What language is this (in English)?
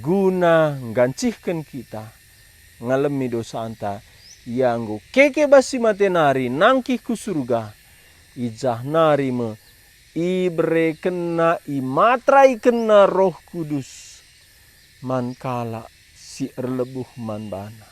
Batak Karo